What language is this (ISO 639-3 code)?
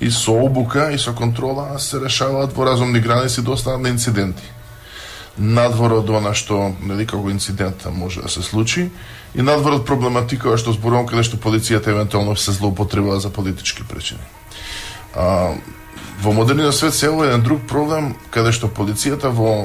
mkd